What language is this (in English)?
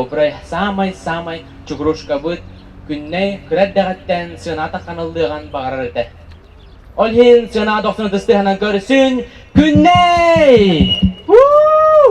Yakut